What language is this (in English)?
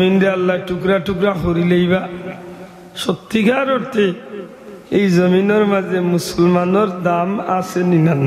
Sylheti